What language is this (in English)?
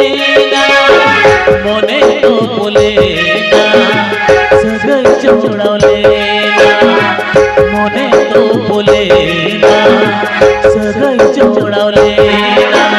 Santali